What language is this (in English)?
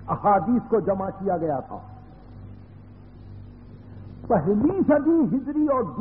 Urdu